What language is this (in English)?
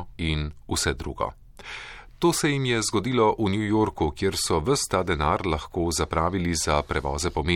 Slovenian